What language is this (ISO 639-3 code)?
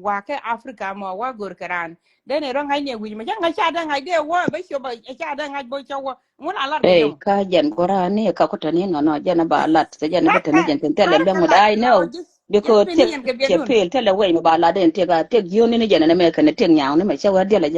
nus